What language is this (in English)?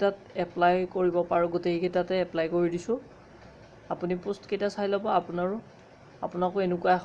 Assamese